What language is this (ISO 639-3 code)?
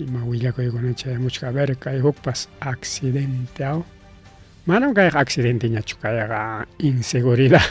quy